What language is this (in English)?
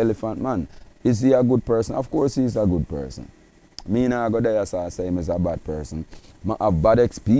Jamaican Creole English